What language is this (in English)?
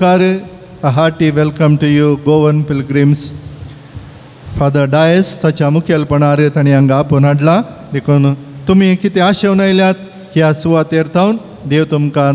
Konkani